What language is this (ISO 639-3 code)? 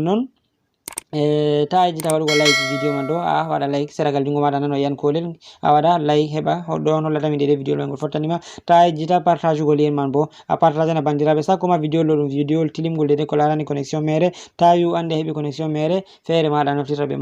ful